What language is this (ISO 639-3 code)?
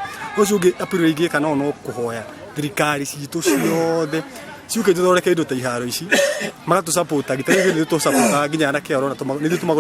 kik